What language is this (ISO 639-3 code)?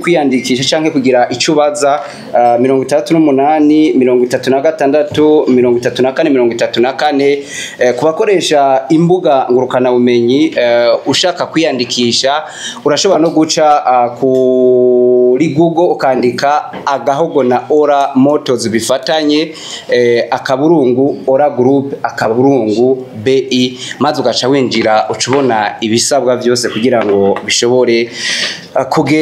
run